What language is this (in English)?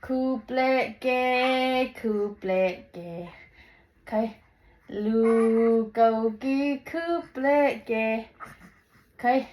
Hakha Chin